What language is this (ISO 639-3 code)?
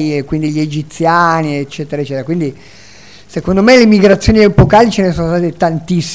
ita